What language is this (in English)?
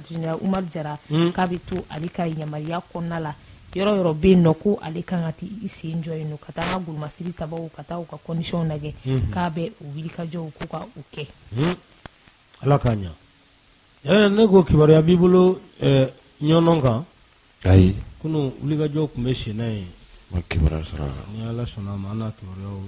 Bambara